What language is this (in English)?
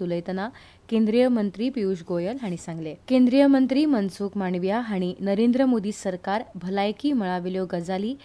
Konkani